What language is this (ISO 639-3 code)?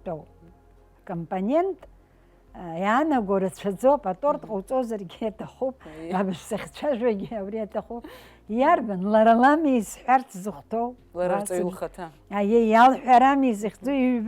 abk